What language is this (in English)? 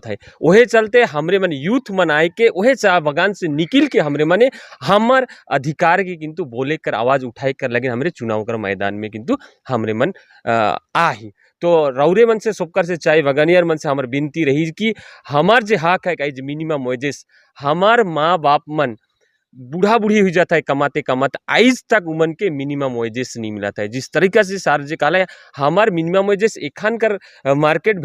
Sadri